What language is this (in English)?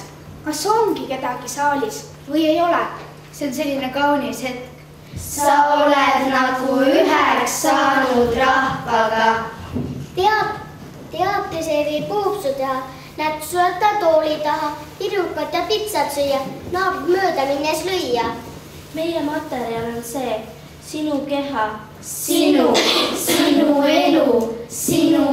Estonian